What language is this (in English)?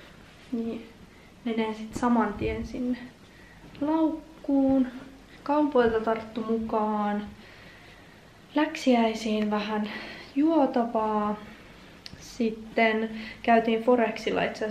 Finnish